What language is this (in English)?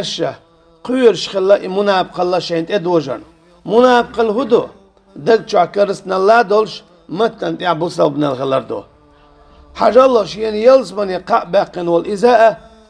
Chechen